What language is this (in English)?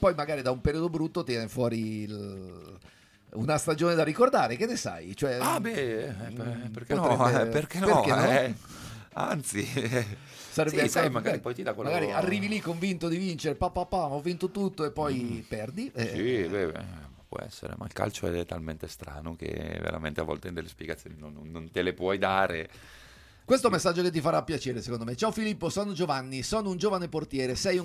Italian